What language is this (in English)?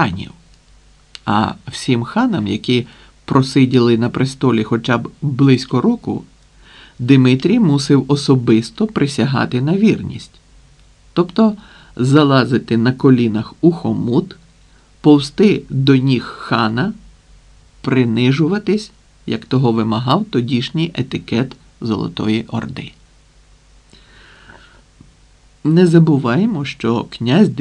Ukrainian